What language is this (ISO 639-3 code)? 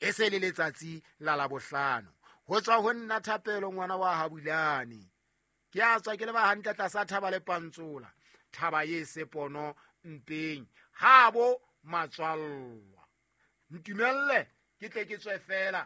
sot